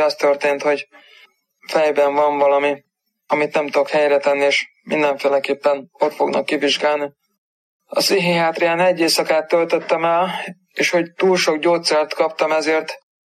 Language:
Hungarian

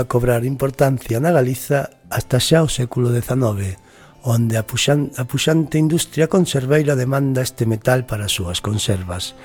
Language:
Galician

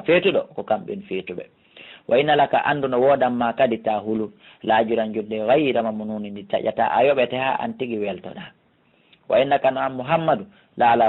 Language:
Fula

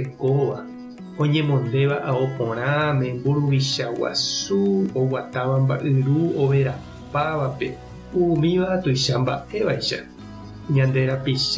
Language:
Guarani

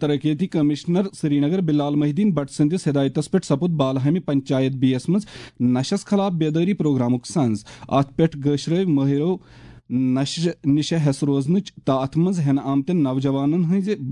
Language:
Kashmiri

